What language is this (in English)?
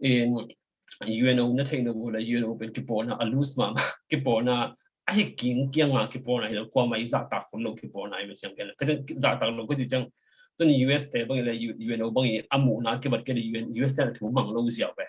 Tedim Chin